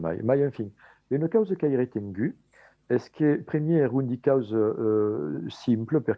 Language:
Occitan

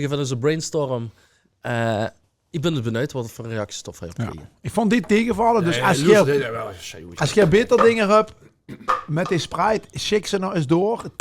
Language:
Limburgish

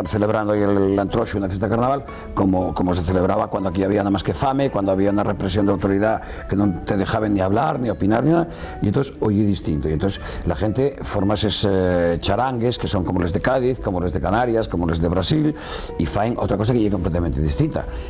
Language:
Asturian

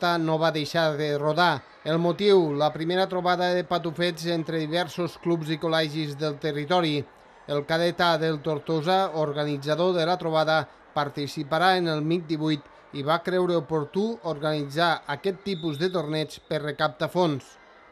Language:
Catalan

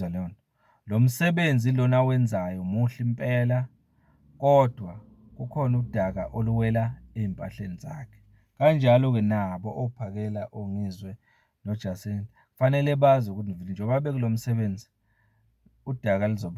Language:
Zulu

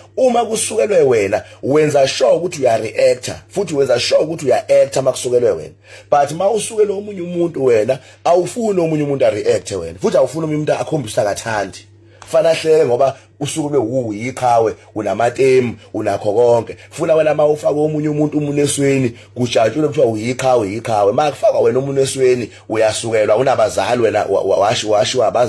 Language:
Zulu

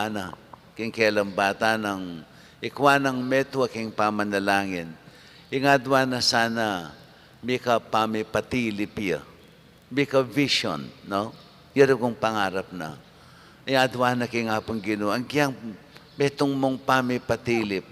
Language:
Pampanga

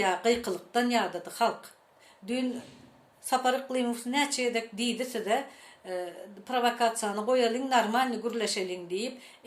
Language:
Turkmen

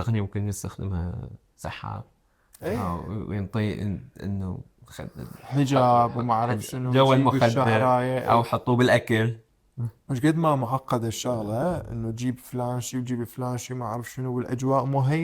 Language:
Mesopotamian Arabic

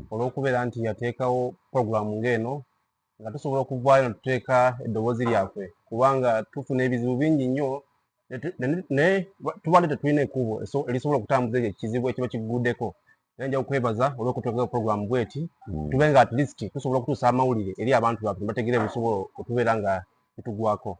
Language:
Ganda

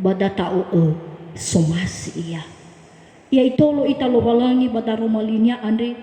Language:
Nias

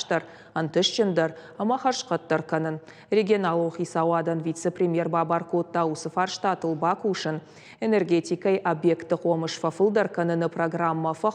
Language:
Ossetic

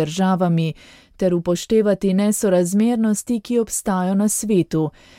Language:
Slovenian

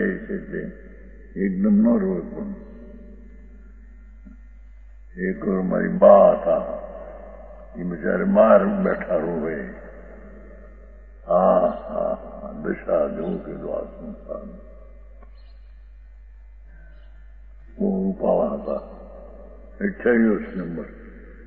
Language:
Gujarati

